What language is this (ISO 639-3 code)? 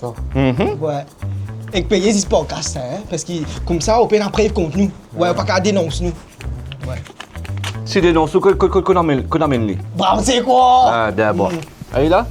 mfe